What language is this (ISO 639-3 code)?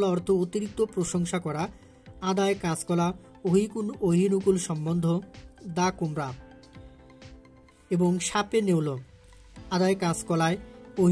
ben